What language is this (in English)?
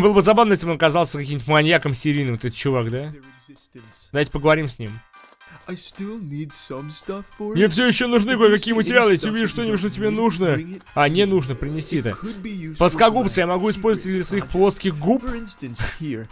Russian